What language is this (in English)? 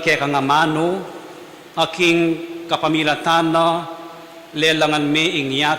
Pampanga